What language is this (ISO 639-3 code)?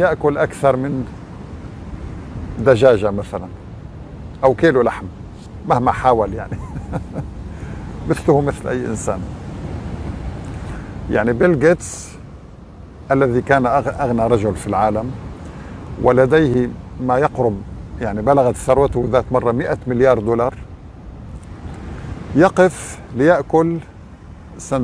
ara